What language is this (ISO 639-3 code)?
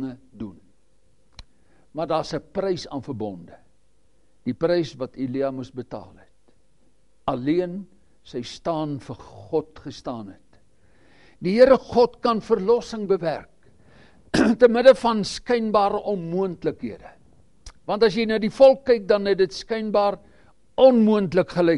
afr